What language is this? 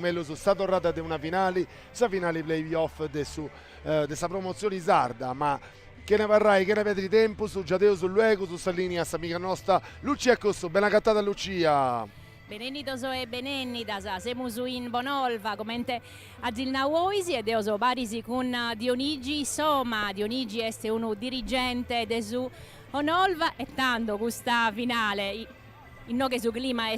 Sardinian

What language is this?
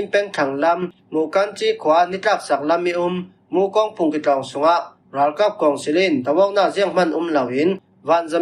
Falam Chin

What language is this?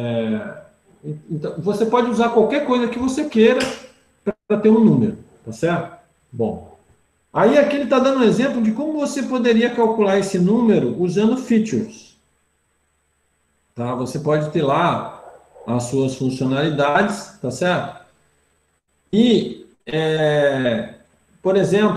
Portuguese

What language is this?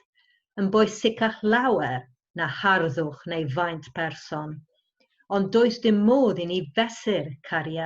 Welsh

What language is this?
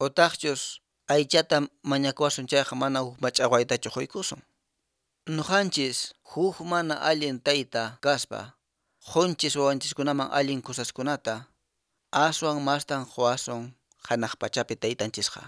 Quechua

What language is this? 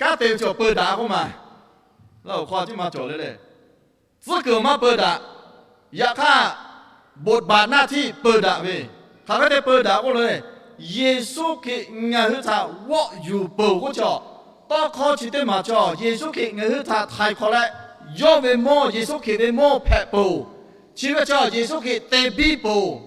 Lahu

